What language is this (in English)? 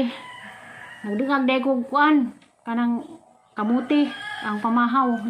Cebuano